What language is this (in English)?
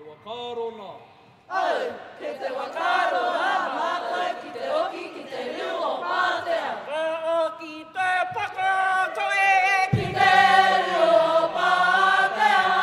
Māori